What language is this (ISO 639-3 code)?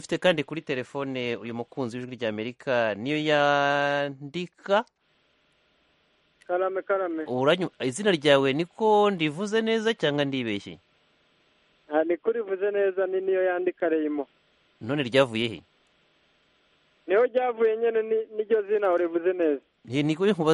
kin